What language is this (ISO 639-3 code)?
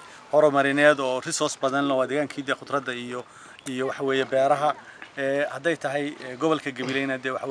som